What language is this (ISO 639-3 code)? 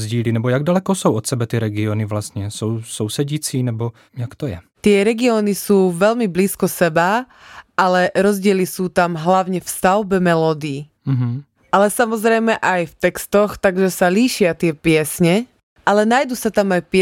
slk